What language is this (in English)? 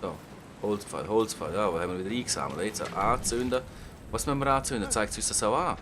Swiss German